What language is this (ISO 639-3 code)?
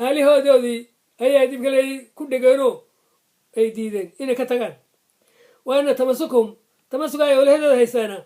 som